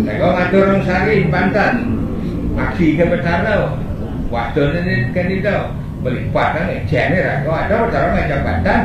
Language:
Balinese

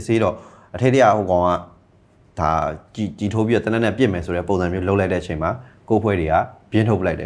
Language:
Burmese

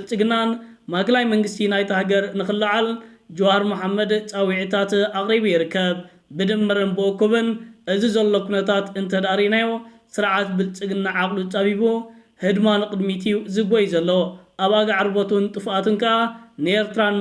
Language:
Tigrinya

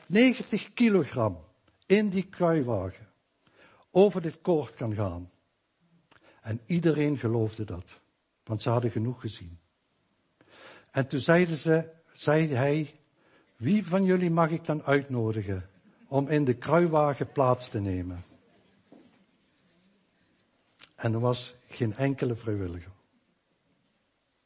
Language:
Dutch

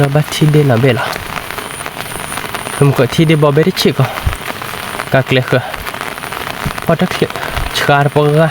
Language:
S'gaw Karen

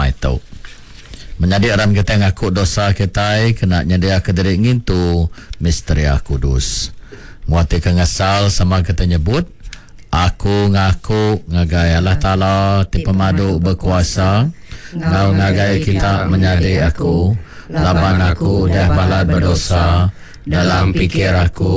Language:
Iban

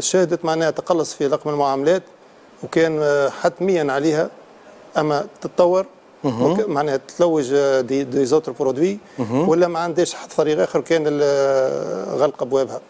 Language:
Tunisian Arabic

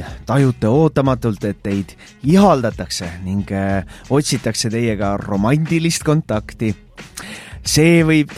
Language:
Estonian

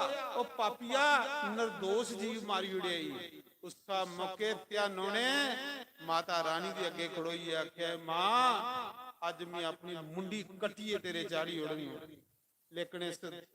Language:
Dogri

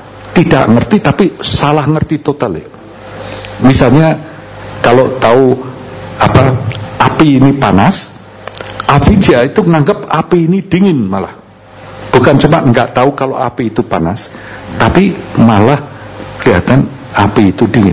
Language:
Indonesian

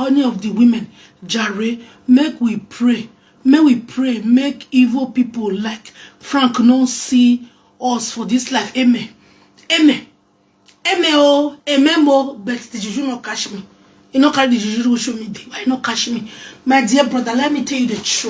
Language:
Nigerian Pidgin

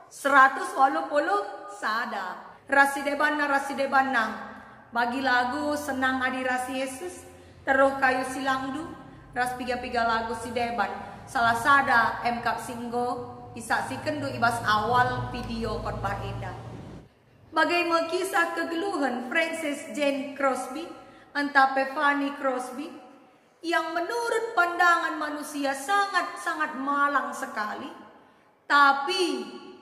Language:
Batak Karo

